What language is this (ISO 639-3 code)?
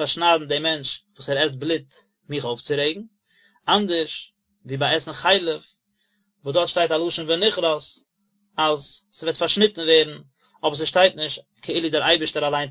yid